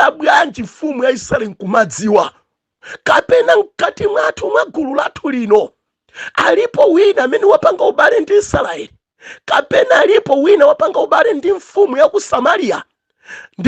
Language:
Nyanja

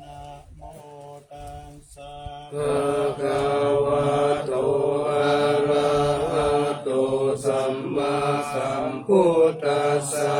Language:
Pali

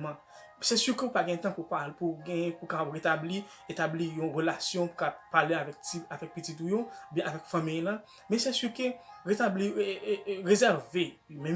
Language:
Haitian Creole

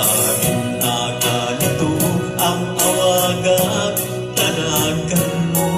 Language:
Iloko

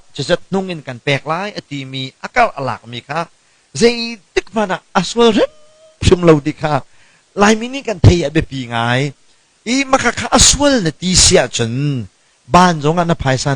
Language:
Hakha Chin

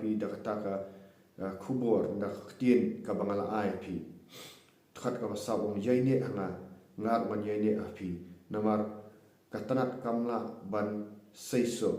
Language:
Khasi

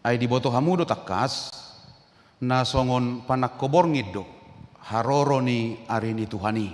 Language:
Batak Toba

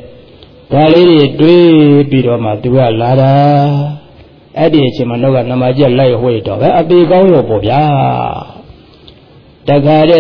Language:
Burmese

